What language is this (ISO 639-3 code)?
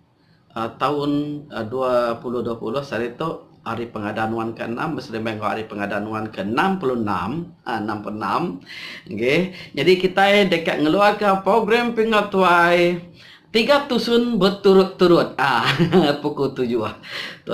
iba